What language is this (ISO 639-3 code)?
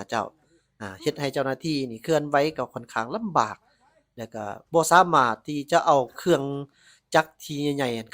lao